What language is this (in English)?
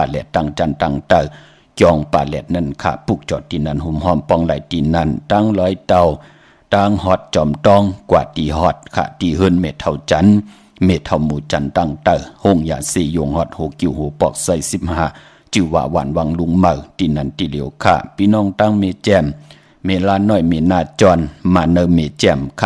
Shan